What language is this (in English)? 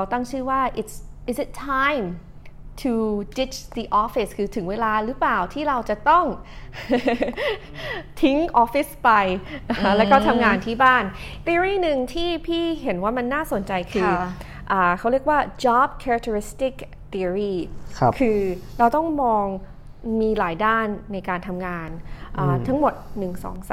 Thai